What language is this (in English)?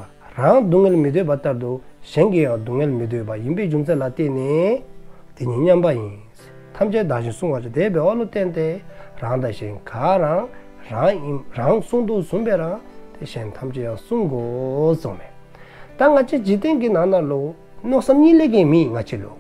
Dzongkha